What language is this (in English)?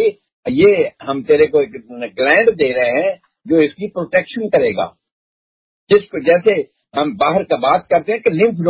Urdu